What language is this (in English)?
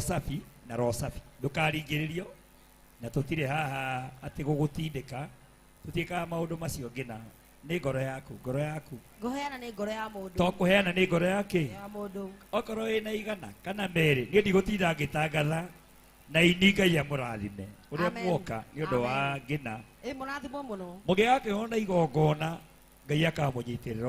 Kikuyu